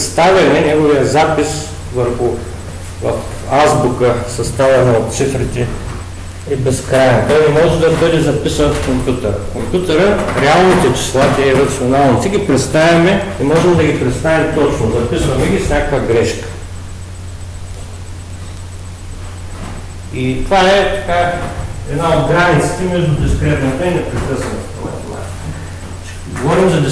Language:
Bulgarian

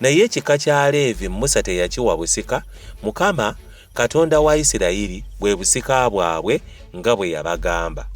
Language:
Ganda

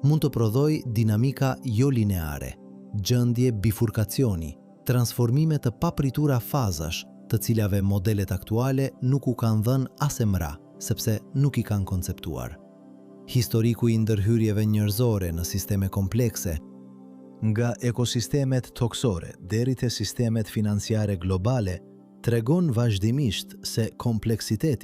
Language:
Albanian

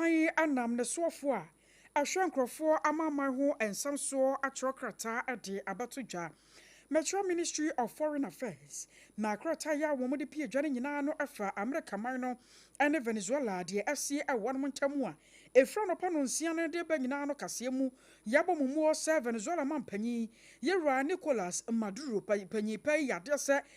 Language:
Akan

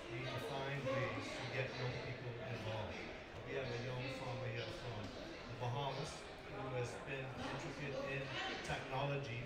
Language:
English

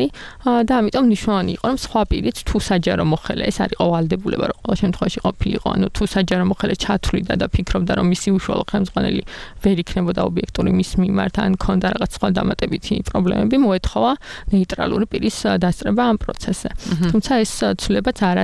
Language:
Georgian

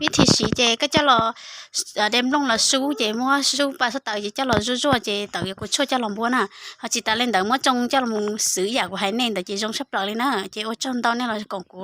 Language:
Hmong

